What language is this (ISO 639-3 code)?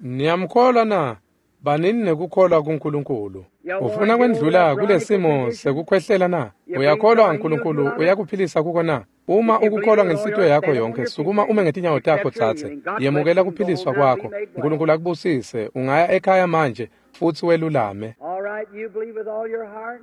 ssw